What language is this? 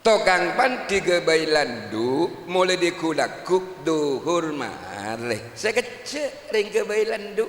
Madurese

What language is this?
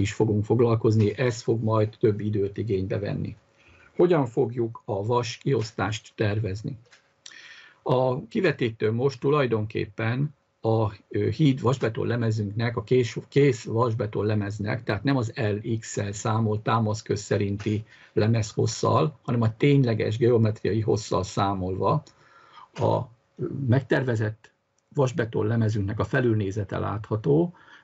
Hungarian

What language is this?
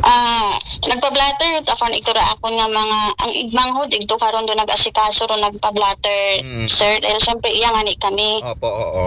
Aklanon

